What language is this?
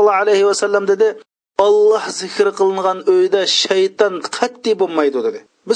Uyghur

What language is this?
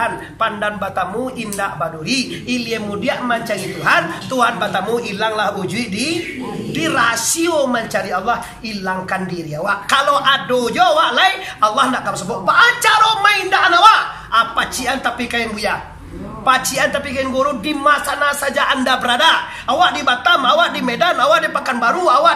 Minangkabau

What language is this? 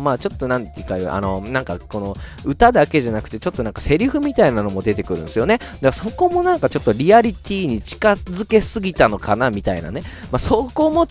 Japanese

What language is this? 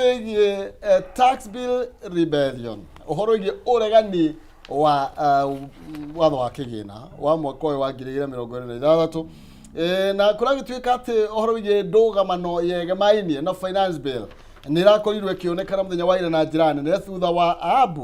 Kikuyu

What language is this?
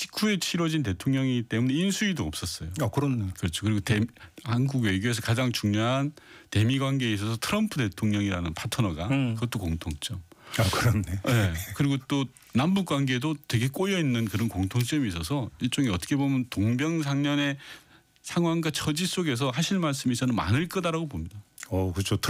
Korean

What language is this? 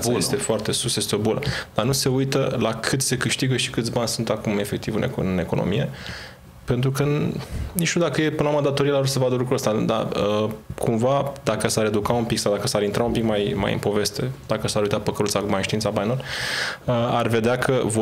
Romanian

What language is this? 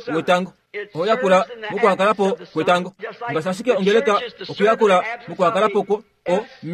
Kuanyama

